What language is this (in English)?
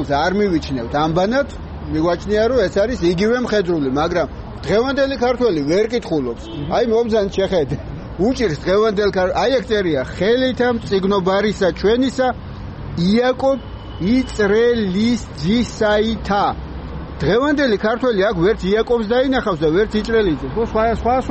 Georgian